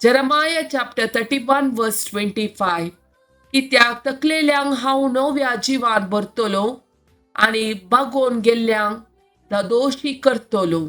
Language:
Konkani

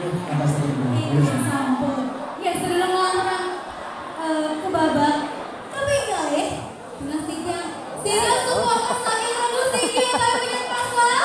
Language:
Balinese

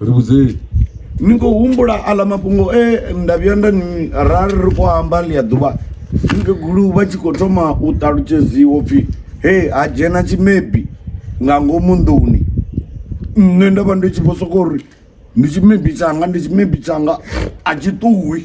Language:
Venda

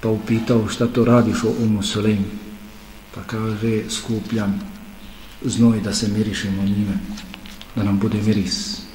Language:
Bosnian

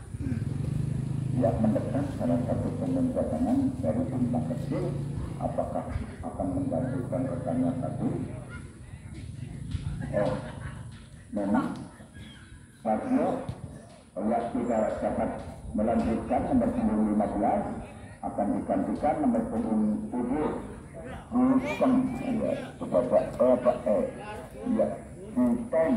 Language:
Indonesian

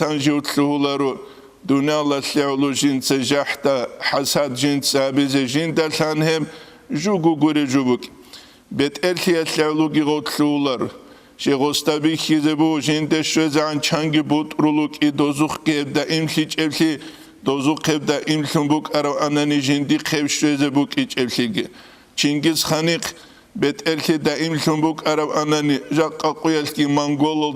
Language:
Avaric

